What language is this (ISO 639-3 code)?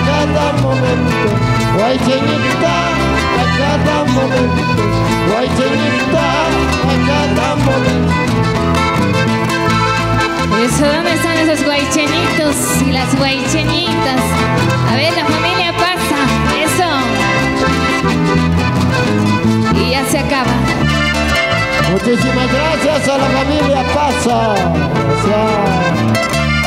spa